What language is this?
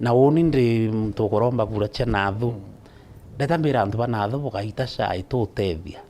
Meru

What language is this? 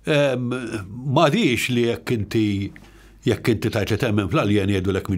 Maltese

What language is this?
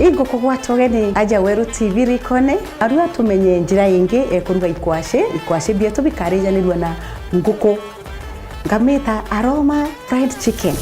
Meru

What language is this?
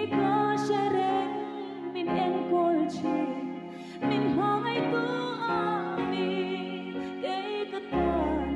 Hmar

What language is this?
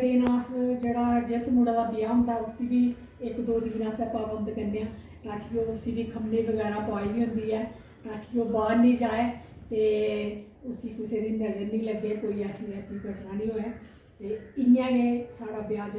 Dogri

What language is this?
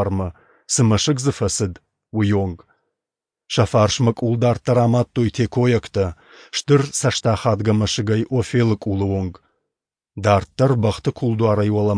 Ossetic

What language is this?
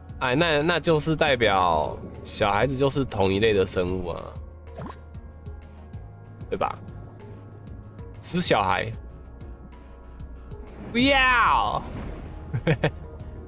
Chinese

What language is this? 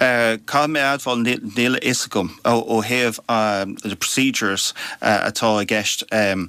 Irish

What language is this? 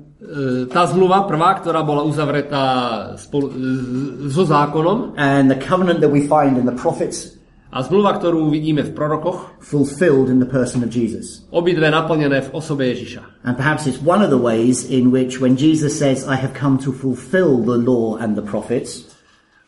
Slovak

